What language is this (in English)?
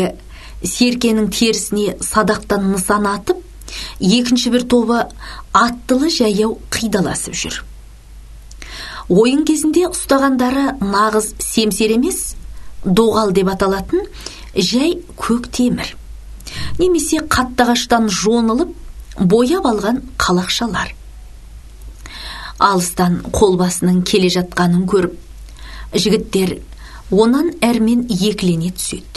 Kazakh